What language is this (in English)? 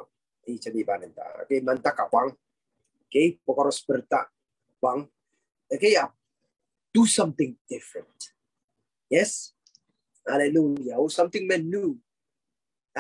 Pohnpeian